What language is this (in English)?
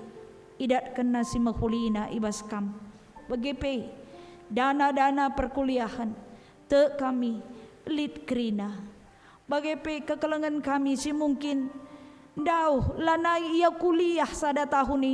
Batak Karo